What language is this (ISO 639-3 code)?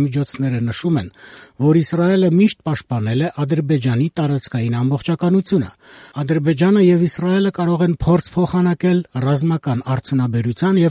hye